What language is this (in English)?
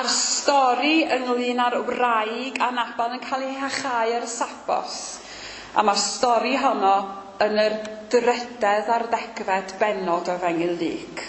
Welsh